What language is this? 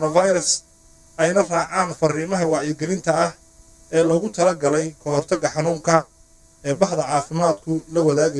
Somali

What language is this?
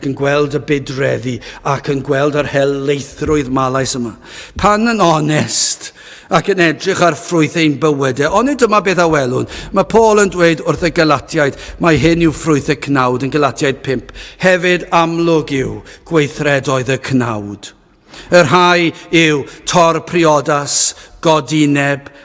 Welsh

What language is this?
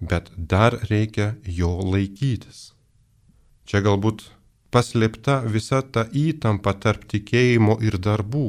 Lithuanian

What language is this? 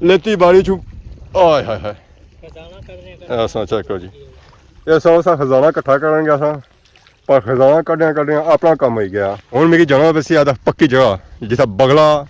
Pahari-Potwari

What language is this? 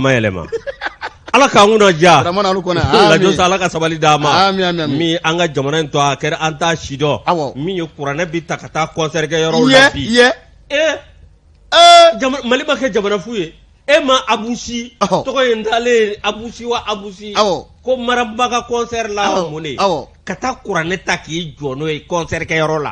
Bambara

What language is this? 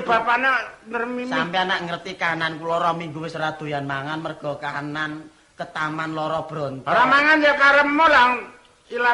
Javanese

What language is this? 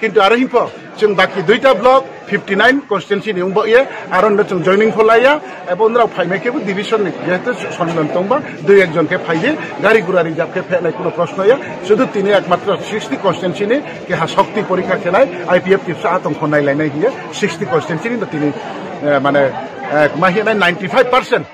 Kok Borok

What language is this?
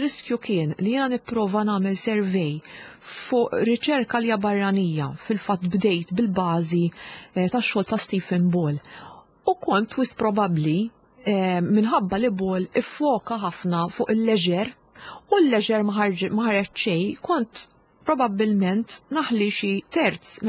Maltese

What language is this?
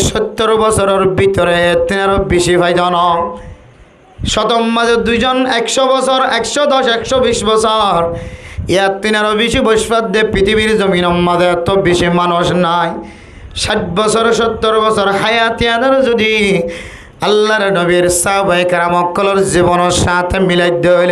Rohingya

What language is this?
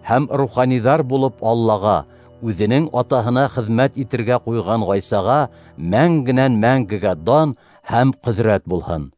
Bashkir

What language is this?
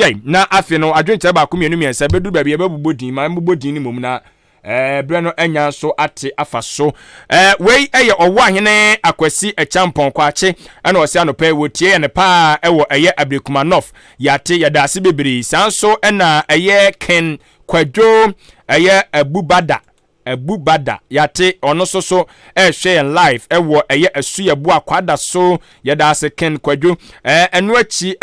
Akan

